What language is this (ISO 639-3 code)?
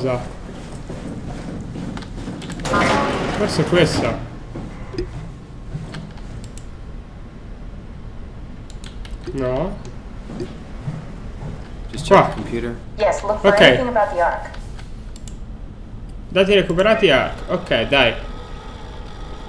ita